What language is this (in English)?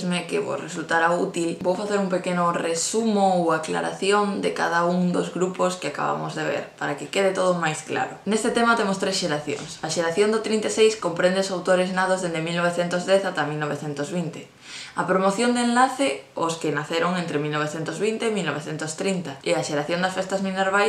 Galician